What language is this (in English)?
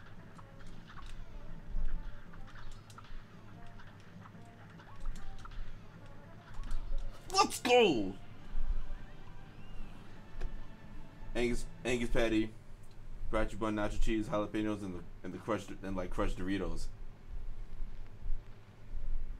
English